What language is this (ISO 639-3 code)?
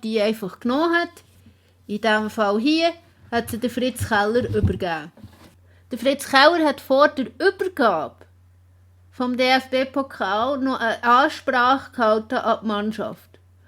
gsw